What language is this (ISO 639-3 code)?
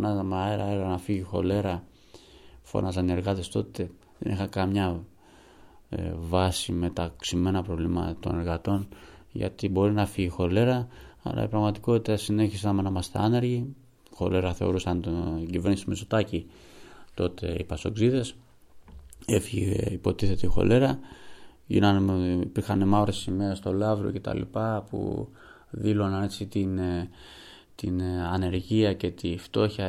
ell